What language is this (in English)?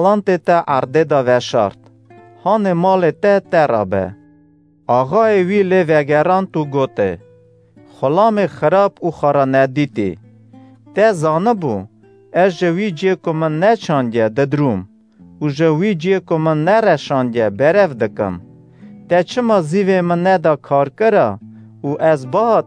Kurdish